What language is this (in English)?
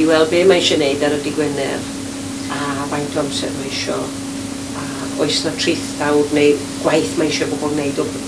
Welsh